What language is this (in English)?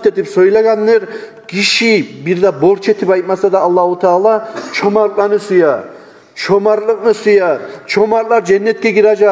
Kumyk